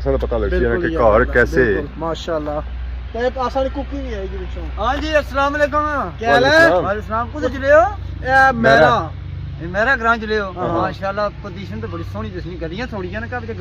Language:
Pahari-Potwari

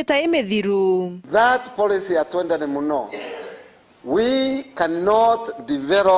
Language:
Meru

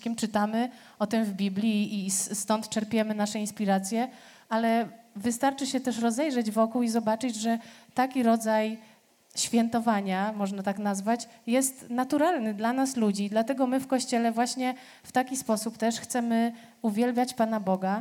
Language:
Polish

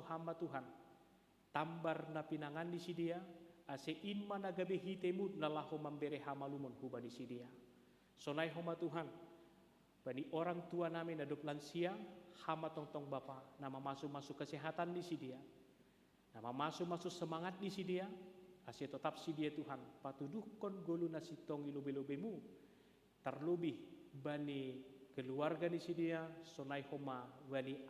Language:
Batak Simalungun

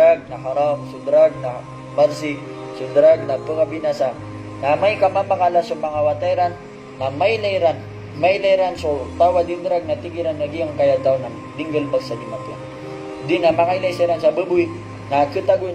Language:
Maranao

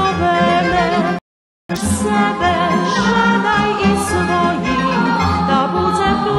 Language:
Rusyn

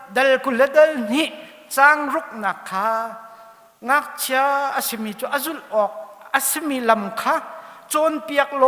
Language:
Hakha Chin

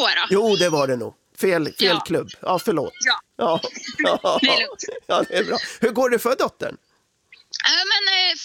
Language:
Swedish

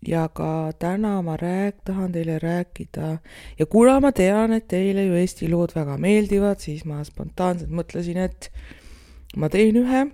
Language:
Estonian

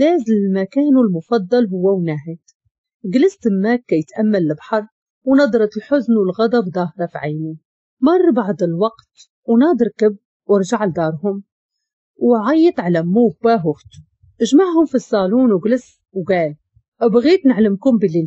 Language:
Moroccan Arabic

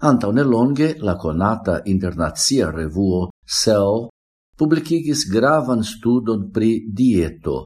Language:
Esperanto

